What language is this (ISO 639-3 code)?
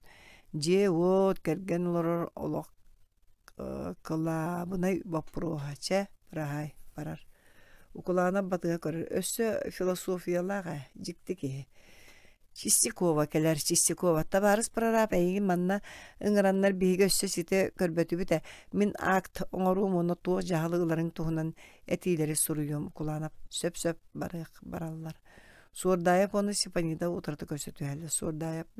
sah